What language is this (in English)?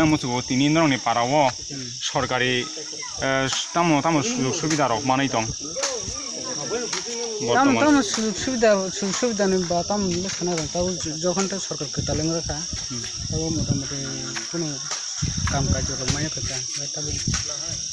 Kok Borok